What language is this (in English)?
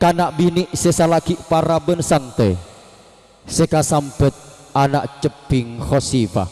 Madurese